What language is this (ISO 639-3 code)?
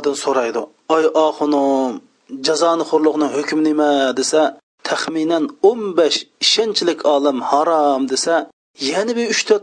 uig